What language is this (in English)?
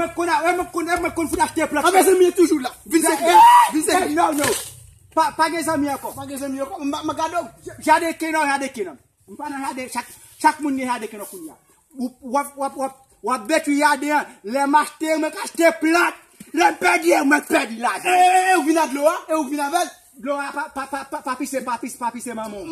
Haitian Creole